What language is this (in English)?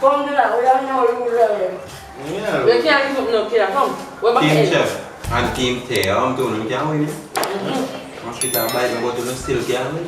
Jamaican Creole English